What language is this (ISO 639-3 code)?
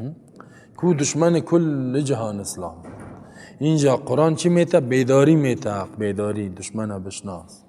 fas